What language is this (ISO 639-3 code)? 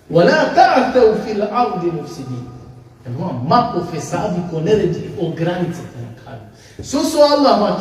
rmn